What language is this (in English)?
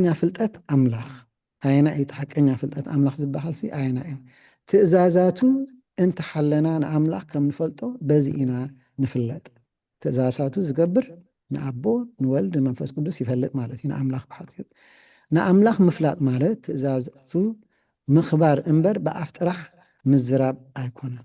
Tigrinya